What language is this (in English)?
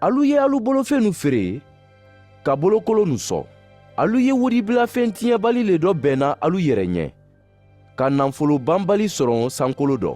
Mandingo